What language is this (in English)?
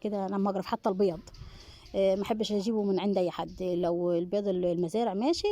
Egyptian Arabic